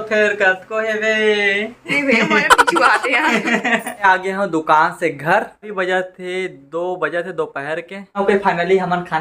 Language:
Chhattisgarhi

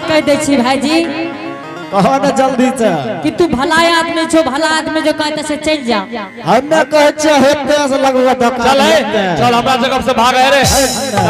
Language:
Angika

